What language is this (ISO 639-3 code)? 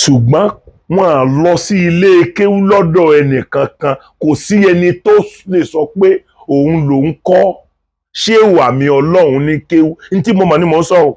yor